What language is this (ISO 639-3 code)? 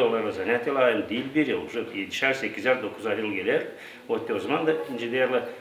gag